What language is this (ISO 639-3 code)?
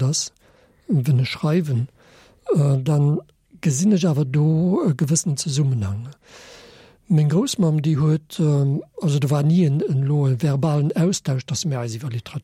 ltz